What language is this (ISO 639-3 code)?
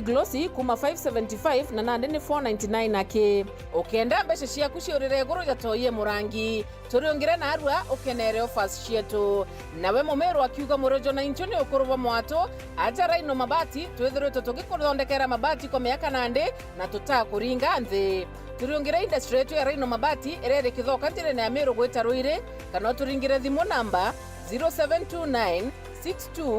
mer